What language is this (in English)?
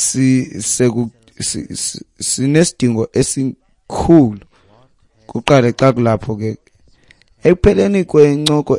Xhosa